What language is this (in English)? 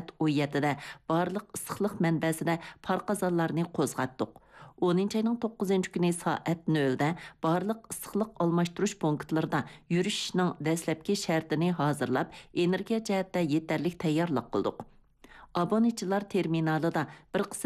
Uyghur